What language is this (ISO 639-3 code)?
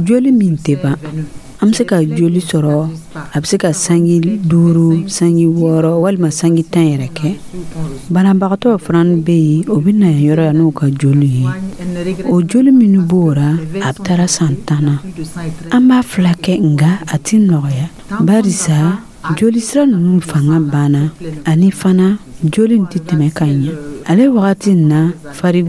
dyu